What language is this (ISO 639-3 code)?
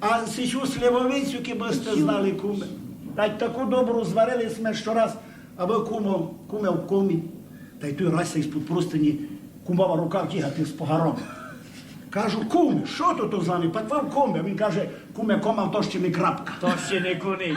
rue